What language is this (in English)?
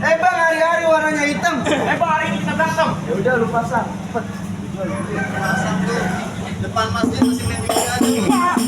Betawi